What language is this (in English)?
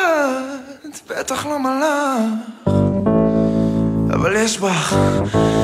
Hebrew